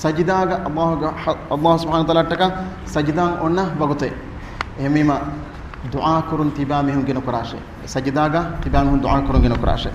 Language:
Divehi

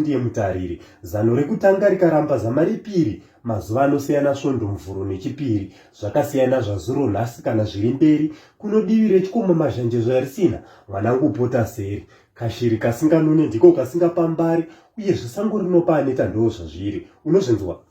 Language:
Shona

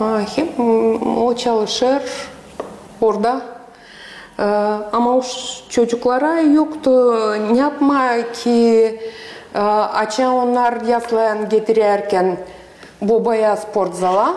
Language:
Gagauz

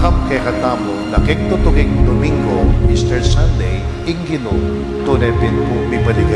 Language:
Pampanga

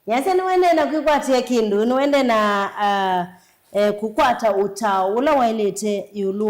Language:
Kamba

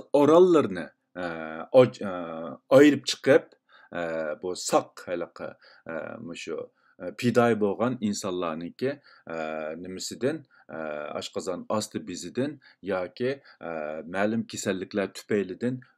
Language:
Uyghur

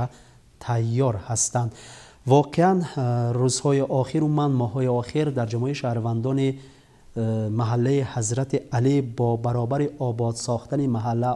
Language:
Tajik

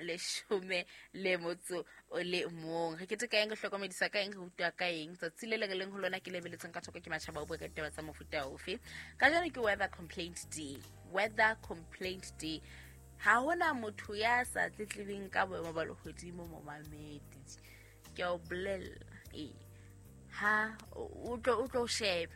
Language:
Southern Sotho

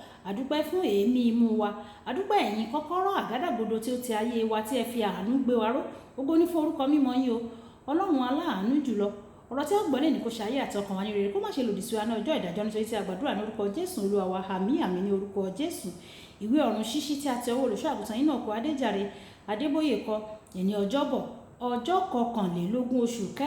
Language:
Yoruba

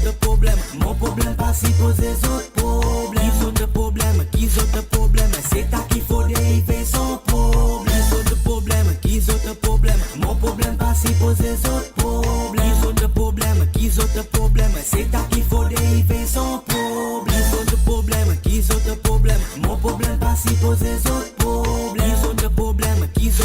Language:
Morisyen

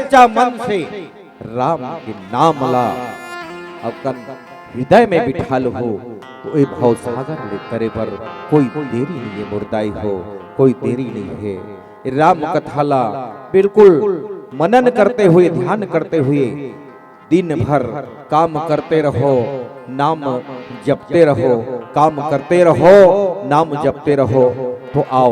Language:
Chhattisgarhi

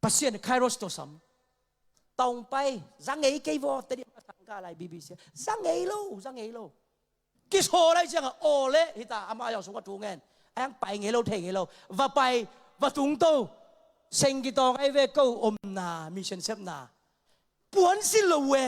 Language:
Tedim Chin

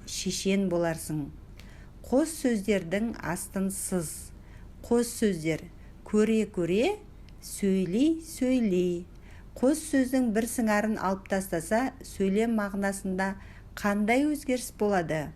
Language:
Kazakh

